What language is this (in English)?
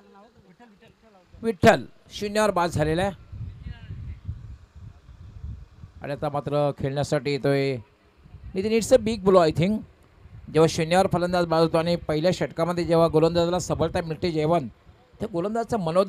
Marathi